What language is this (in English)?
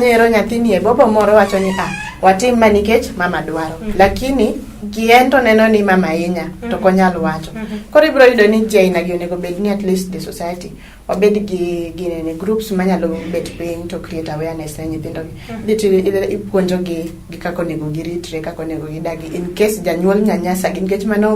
Luo (Kenya and Tanzania)